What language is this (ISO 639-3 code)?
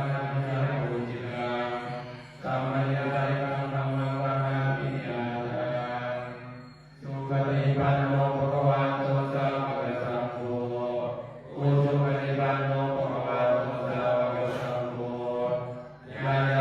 pli